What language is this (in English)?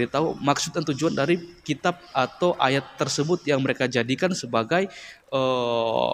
Indonesian